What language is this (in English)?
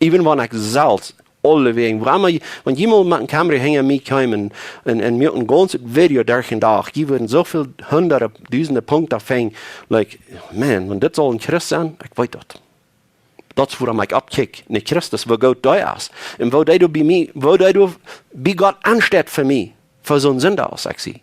Plautdietsch